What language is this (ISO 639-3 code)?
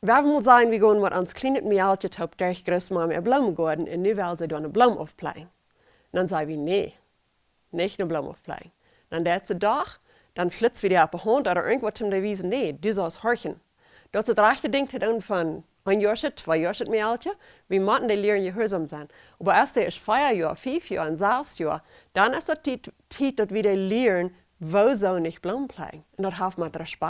pdt